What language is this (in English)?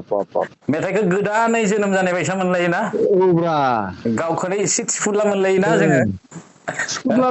Bodo